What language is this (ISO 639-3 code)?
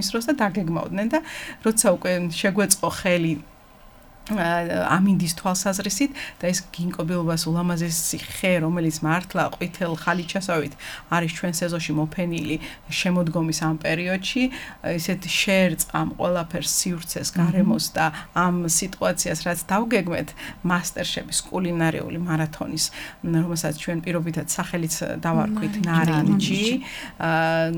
kat